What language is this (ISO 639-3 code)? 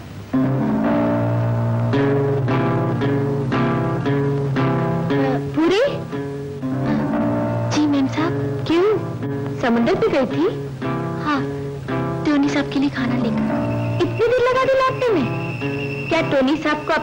hin